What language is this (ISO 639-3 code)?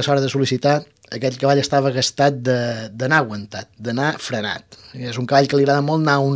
cat